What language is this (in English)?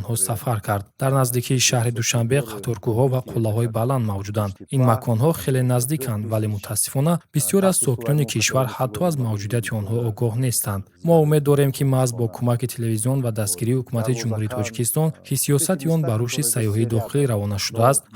Tajik